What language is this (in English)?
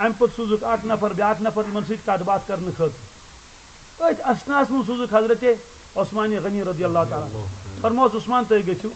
Kashmiri